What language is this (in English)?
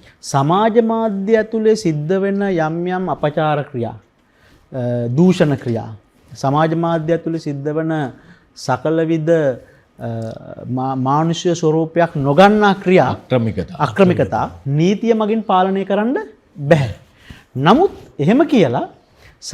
Sinhala